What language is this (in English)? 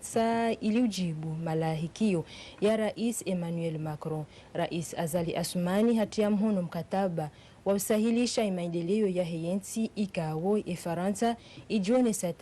Ngazidja Comorian